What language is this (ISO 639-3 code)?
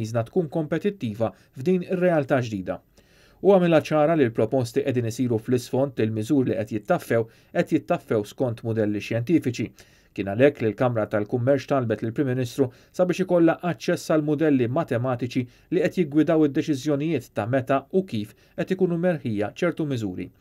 mlt